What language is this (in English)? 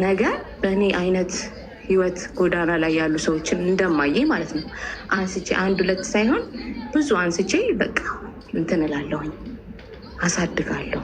Amharic